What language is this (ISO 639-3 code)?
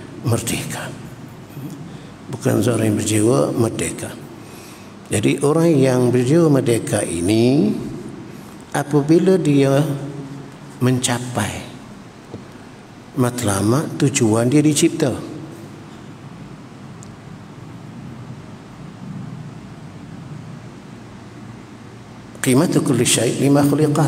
msa